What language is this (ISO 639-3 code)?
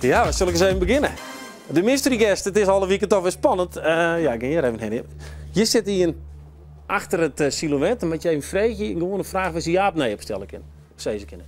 fry